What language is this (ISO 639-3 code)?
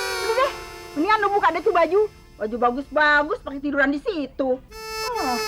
bew